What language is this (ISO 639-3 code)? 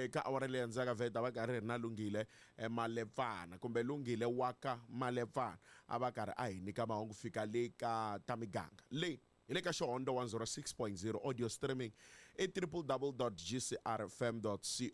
tso